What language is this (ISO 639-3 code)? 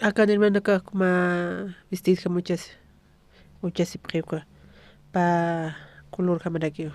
aym